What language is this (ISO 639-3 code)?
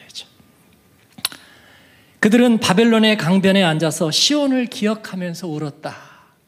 kor